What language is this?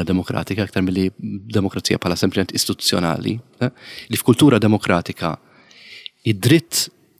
Maltese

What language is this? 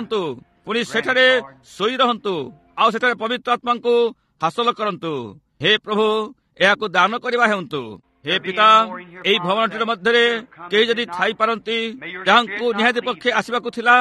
Odia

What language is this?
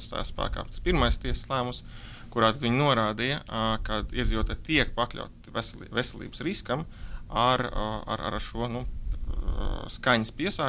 Latvian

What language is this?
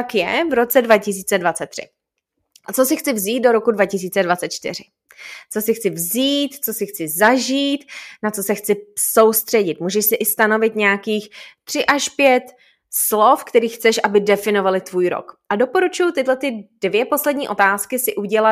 Czech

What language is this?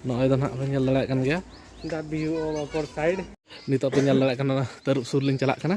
Santali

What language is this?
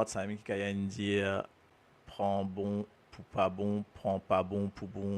Morisyen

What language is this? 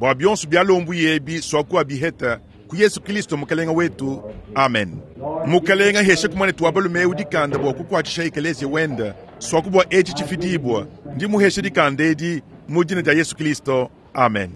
Luba-Lulua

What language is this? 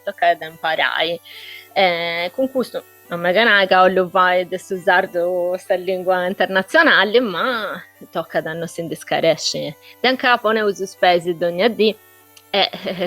Sardinian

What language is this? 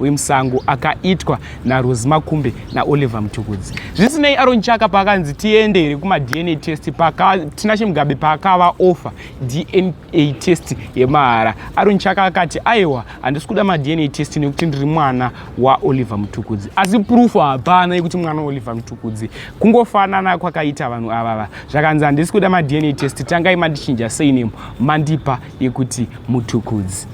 Shona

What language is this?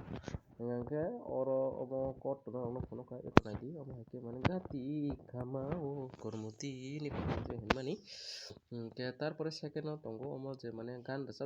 Kok Borok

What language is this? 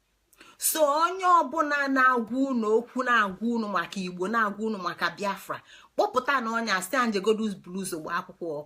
Igbo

